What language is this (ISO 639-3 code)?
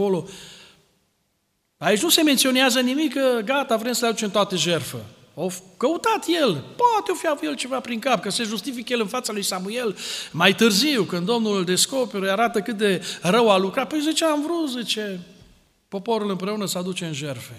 ron